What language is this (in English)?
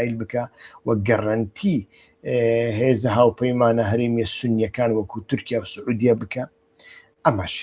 Central Kurdish